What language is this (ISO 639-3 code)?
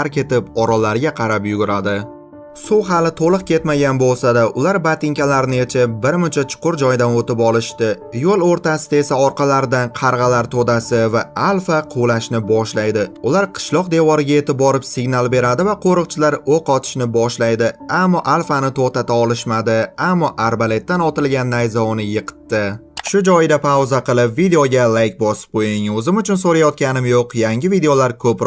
uzb